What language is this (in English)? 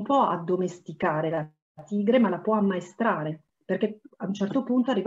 Italian